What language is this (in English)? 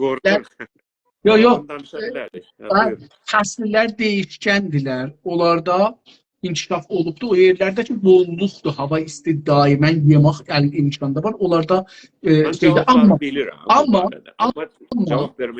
South Azerbaijani